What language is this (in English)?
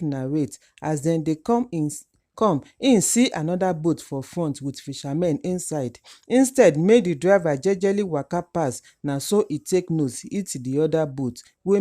Nigerian Pidgin